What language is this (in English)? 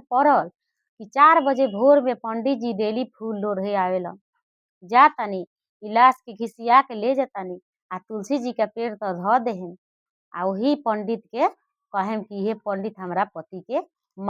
Bhojpuri